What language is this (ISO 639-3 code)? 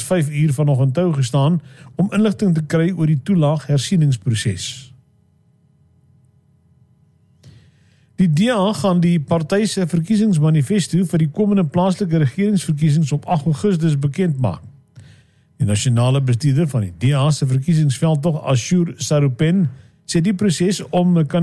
afr